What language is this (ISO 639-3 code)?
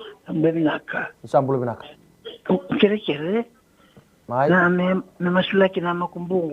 fij